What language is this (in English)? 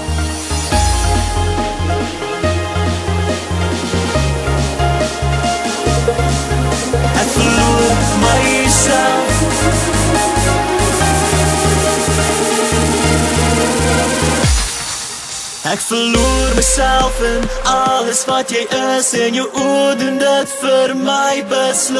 Afrikaans